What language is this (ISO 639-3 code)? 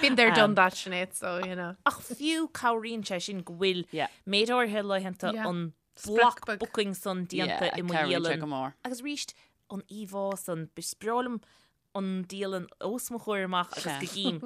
gle